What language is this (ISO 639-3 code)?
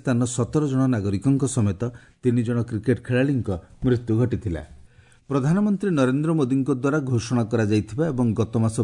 ori